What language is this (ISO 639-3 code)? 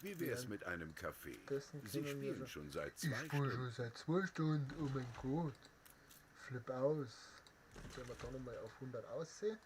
bar